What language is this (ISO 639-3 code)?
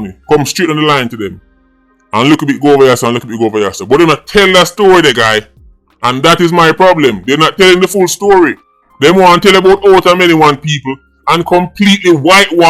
jam